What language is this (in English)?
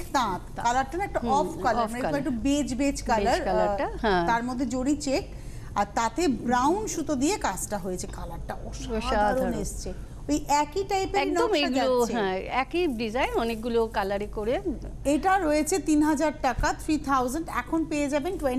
Bangla